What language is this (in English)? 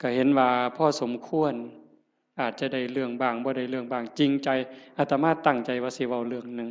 Northeastern Thai